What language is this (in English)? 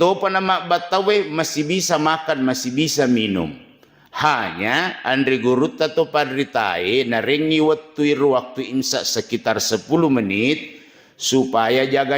Buginese